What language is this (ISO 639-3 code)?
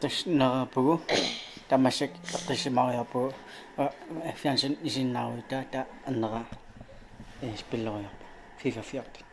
kal